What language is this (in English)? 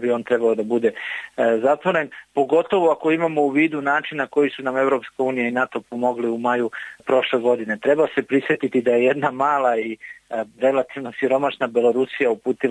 Serbian